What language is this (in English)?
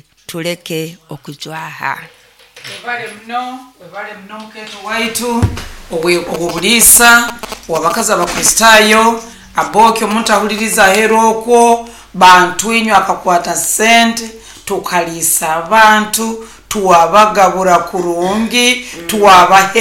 Nyoro